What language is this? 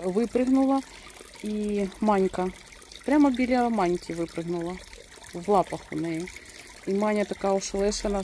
Ukrainian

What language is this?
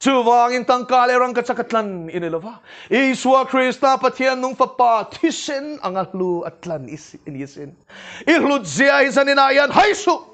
Mizo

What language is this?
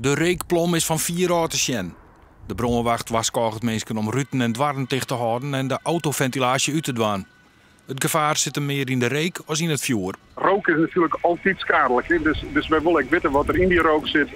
Western Frisian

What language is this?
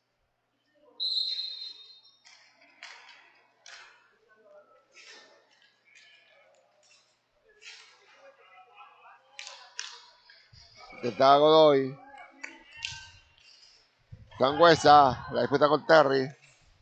Spanish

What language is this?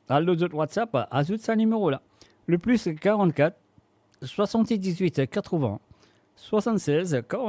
Morisyen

